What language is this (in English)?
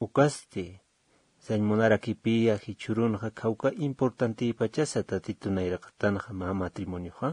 Aymara